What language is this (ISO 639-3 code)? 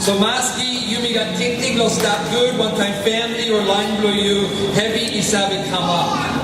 tpi